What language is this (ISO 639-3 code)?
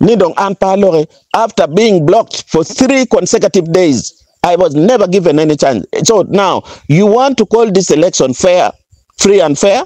ach